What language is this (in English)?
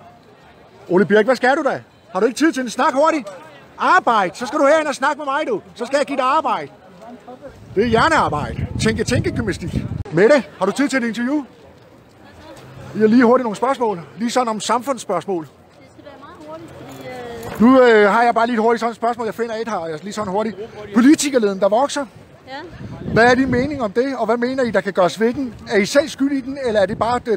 Danish